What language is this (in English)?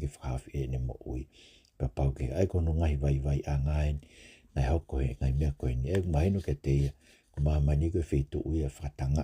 Tongan